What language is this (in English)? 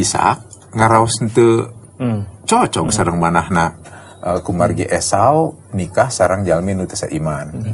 Sundanese